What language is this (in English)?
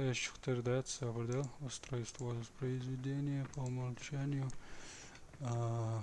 Chechen